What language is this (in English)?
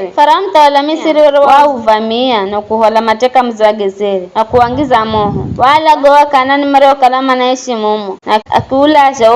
Giryama